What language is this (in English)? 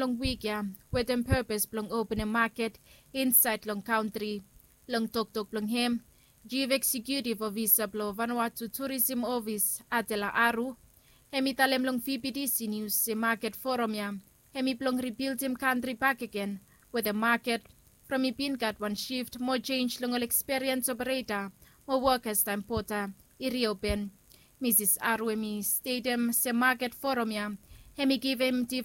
Bislama